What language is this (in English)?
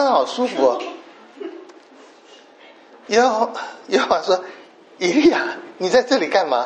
Chinese